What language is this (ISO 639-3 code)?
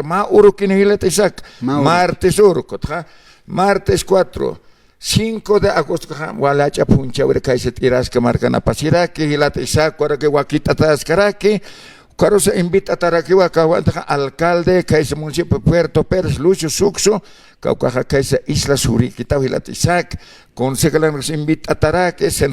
aym